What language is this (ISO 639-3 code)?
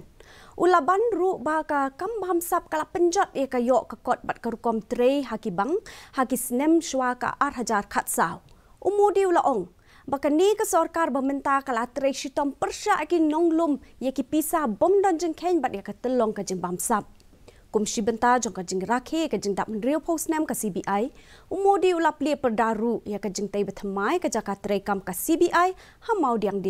kha